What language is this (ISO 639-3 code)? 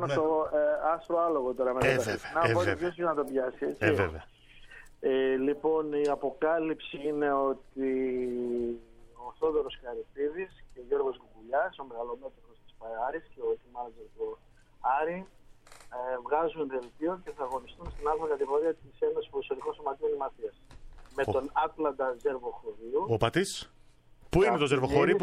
ell